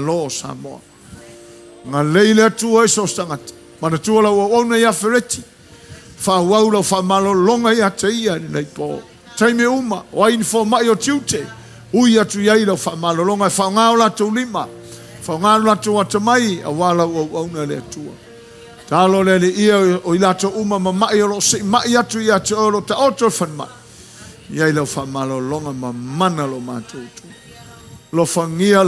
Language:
Samoan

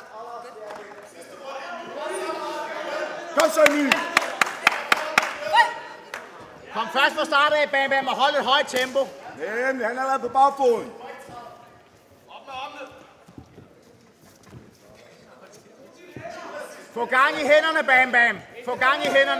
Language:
Danish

